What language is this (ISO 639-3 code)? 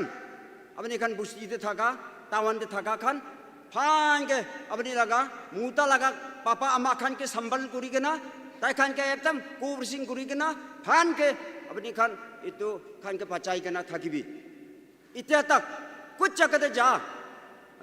nag